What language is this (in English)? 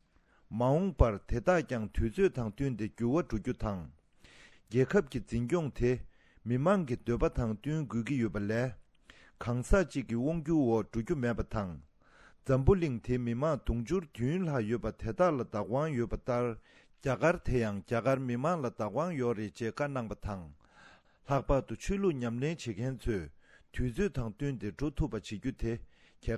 Tibetan